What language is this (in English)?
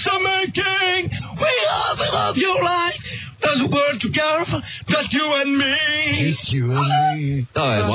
French